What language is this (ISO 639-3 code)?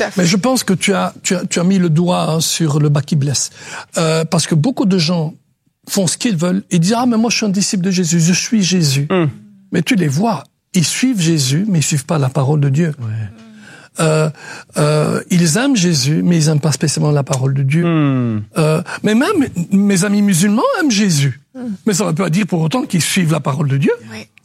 fra